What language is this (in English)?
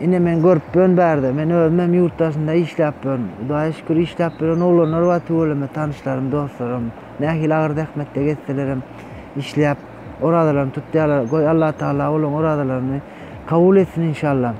Turkmen